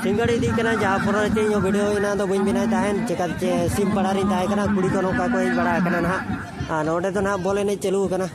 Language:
Santali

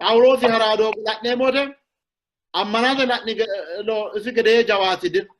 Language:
Sidamo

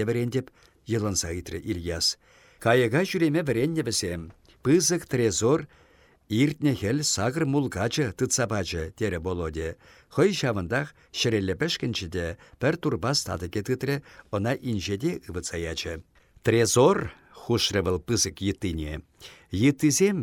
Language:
Chuvash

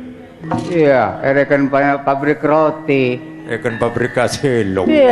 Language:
Madurese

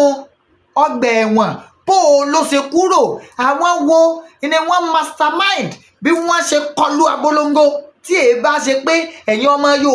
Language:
Yoruba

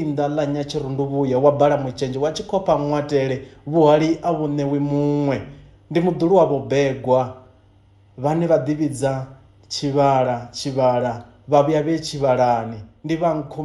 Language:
Venda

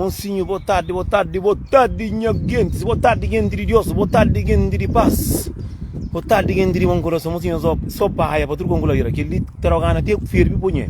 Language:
Kabuverdianu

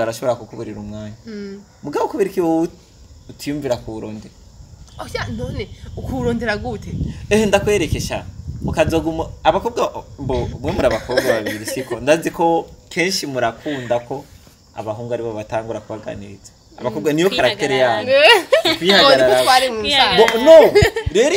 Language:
Rundi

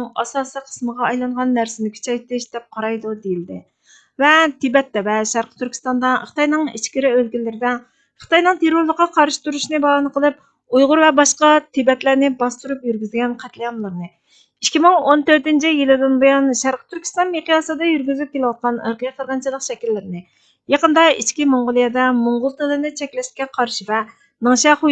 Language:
Uyghur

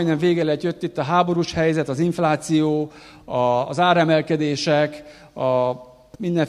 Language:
Hungarian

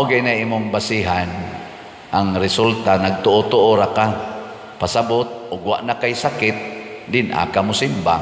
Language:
Cebuano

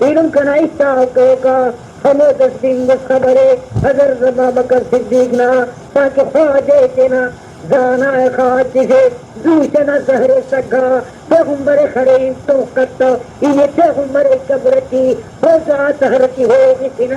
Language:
Brahui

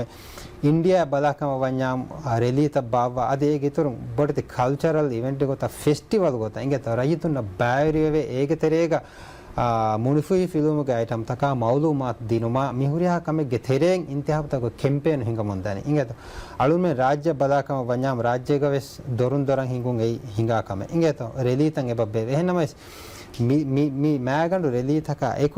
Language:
Divehi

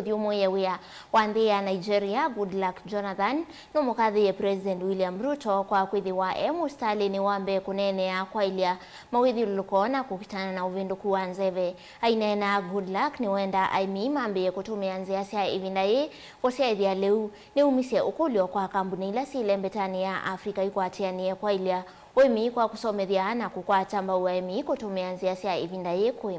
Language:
Kamba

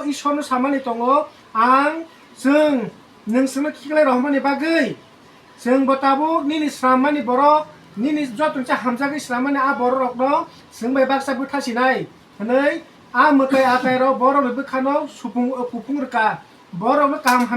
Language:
Kok Borok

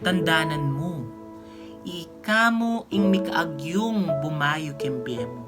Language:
Pampanga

